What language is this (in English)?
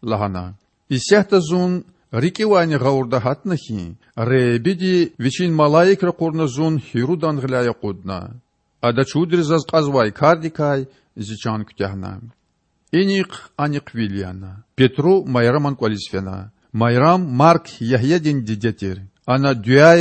Lezghian